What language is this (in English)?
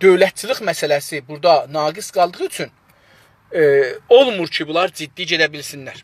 South Azerbaijani